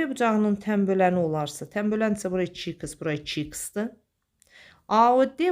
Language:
Azerbaijani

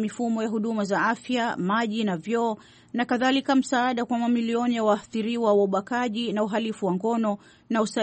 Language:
Swahili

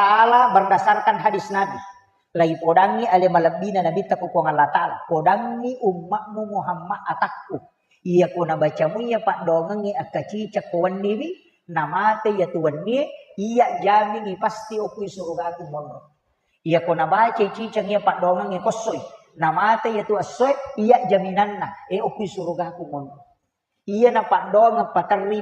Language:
Buginese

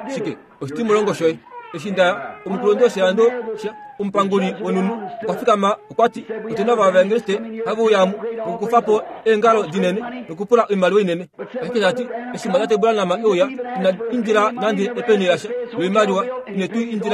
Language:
Kuanyama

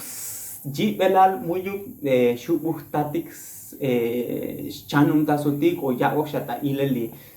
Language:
Tzotzil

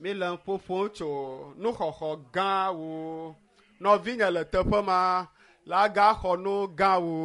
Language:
Ewe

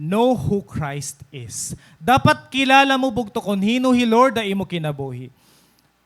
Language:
Waray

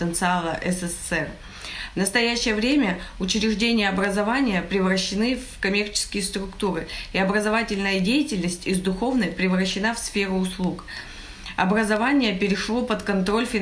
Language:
Russian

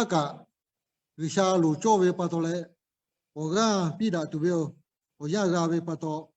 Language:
Lahu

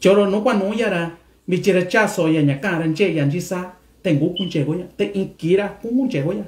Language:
Mixtepec Mixtec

